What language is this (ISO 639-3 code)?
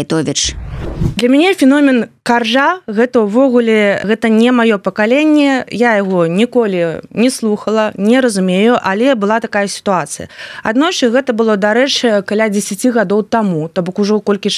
bel